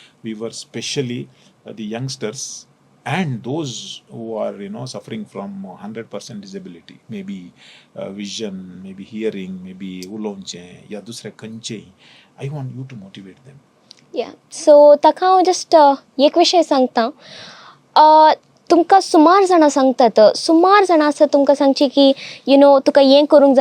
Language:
Konkani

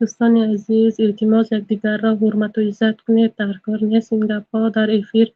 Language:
Tajik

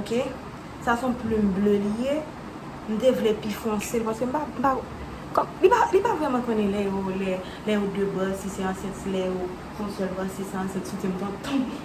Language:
Haitian Creole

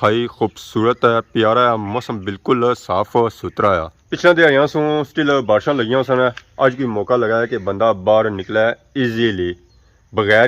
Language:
Pahari-Potwari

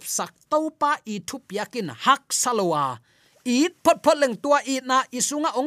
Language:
Tedim Chin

